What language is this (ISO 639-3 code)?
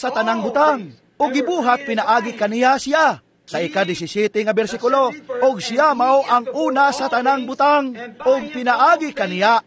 ceb